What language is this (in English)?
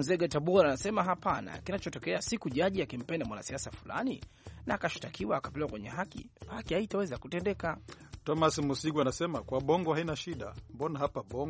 Swahili